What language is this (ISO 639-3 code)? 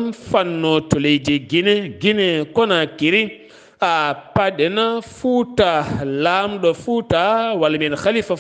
ful